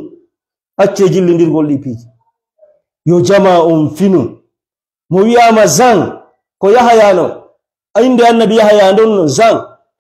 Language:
Fula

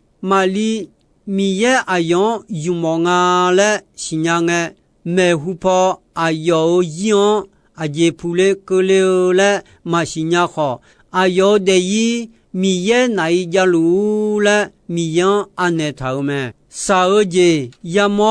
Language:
Akha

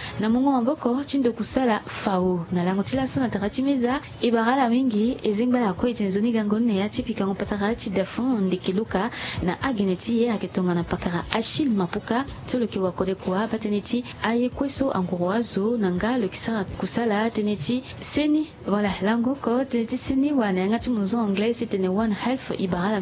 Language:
Sango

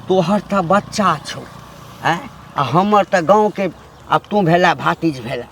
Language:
Maithili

